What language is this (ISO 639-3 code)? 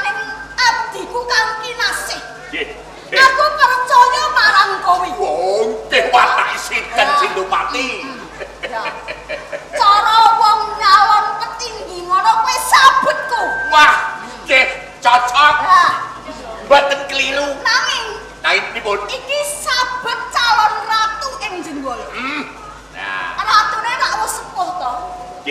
jav